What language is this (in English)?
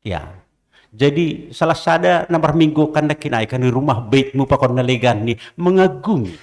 Batak Simalungun